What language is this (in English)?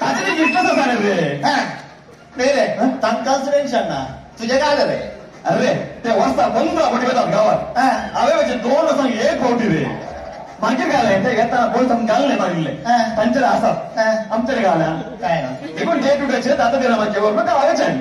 Konkani